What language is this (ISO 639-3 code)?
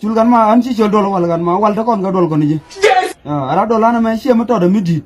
nus